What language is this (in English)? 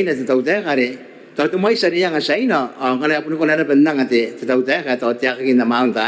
Gilbertese